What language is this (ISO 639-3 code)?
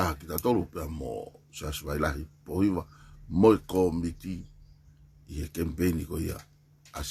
ton